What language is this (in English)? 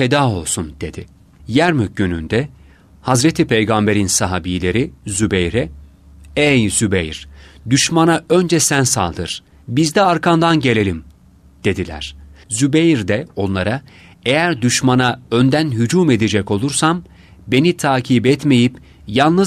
Turkish